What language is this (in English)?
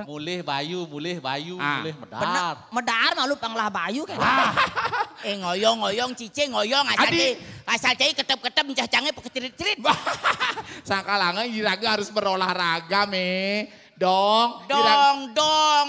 Balinese